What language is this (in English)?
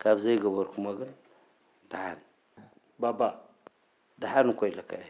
Tigrinya